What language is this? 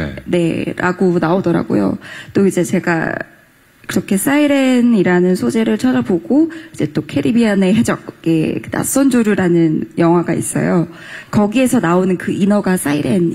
Korean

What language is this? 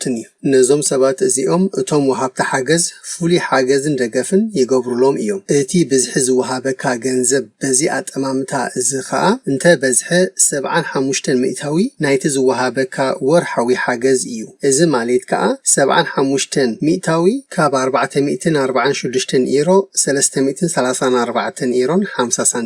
Tigrinya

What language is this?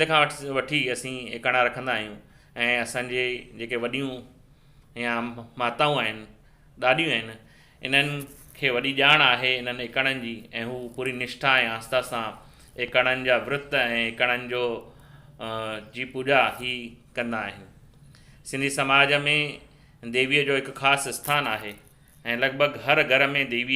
Sindhi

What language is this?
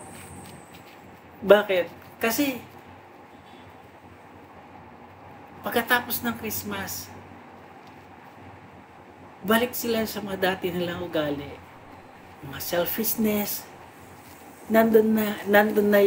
Filipino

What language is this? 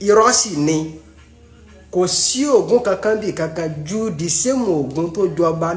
Yoruba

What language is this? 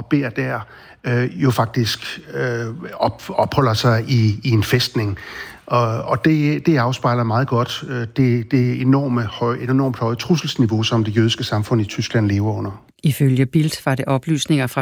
Danish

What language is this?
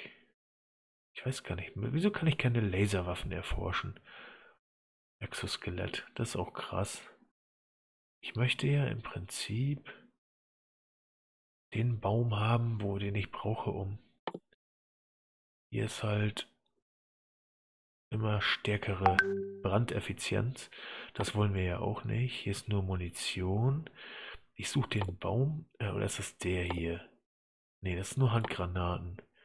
German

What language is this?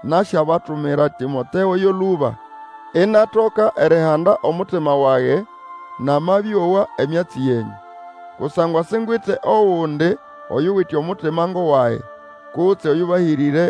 Nande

